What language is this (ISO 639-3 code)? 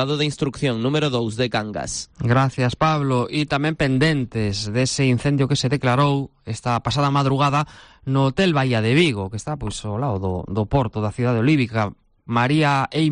glg